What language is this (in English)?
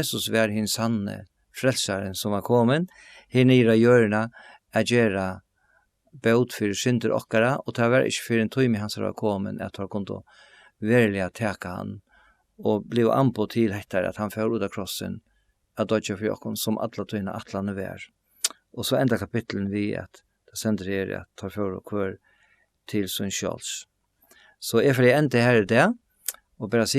Faroese